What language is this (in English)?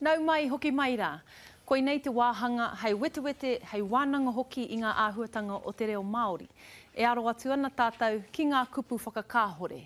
Māori